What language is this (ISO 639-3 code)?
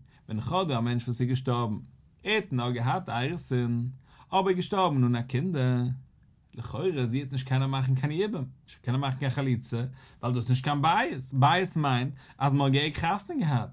yid